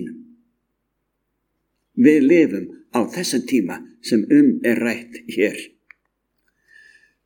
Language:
Icelandic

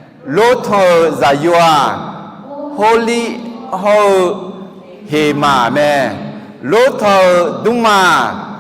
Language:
Akha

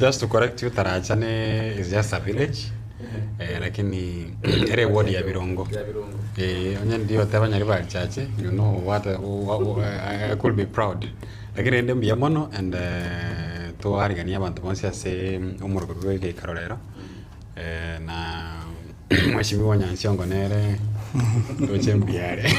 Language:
Gusii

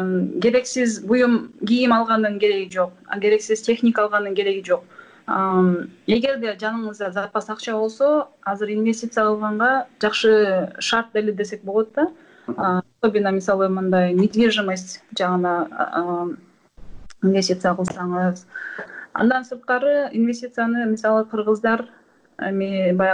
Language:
Kyrgyz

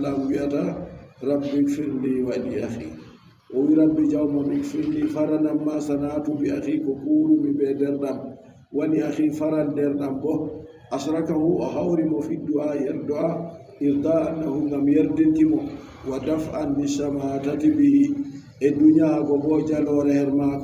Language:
Adamawa Fulfulde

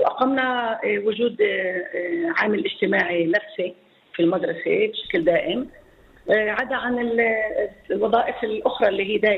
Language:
North Levantine Arabic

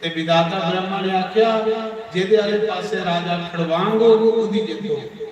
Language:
Dogri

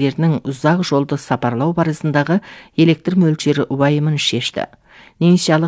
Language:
Kazakh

